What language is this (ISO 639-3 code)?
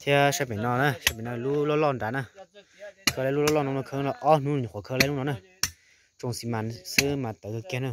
hmn